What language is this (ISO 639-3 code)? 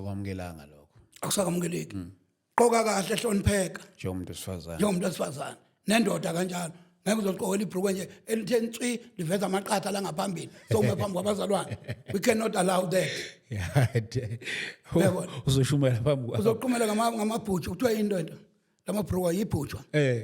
zul